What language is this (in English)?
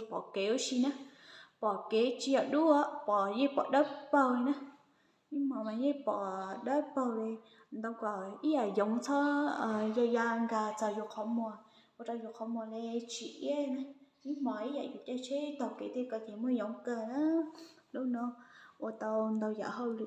Hmong